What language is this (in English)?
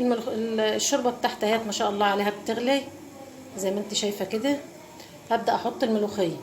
Egyptian Arabic